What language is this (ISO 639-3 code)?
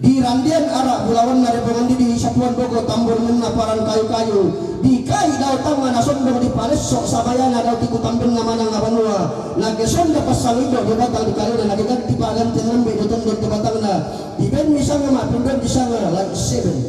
sda